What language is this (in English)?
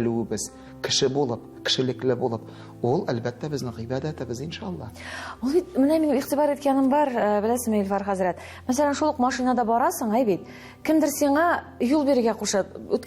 Tatar